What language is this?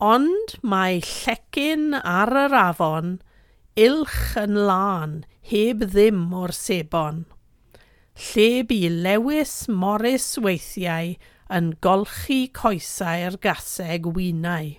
Welsh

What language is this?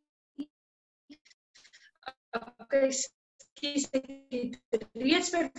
Afrikaans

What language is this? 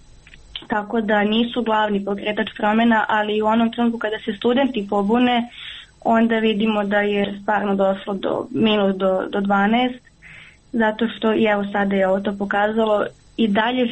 Croatian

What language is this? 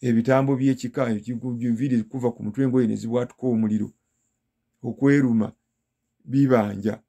Ganda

